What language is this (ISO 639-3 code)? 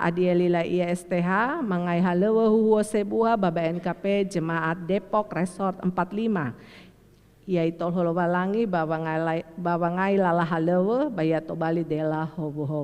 nia